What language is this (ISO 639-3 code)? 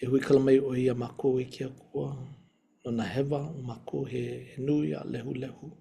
haw